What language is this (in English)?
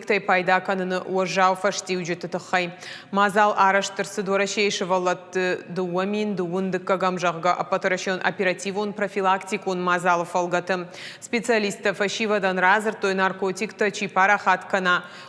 Ossetic